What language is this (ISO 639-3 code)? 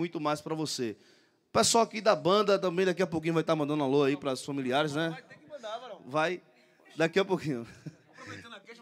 por